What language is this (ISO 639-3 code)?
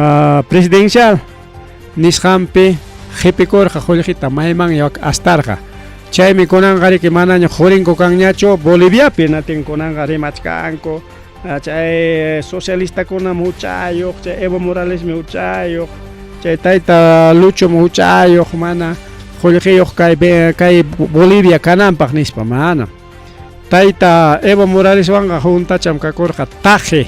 quy